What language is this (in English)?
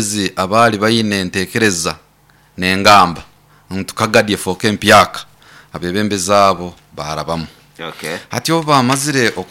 Nyoro